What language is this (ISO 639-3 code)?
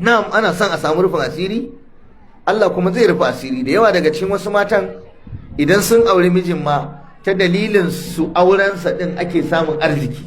hau